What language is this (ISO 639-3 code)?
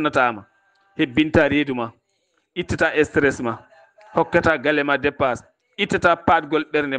ful